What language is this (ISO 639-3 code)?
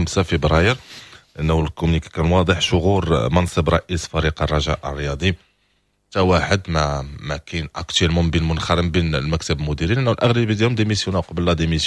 ary